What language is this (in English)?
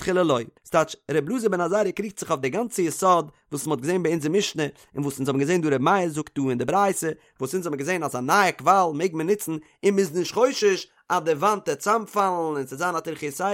Yiddish